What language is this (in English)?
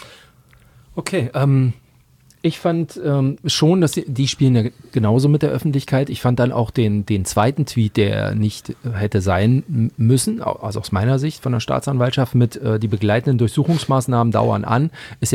German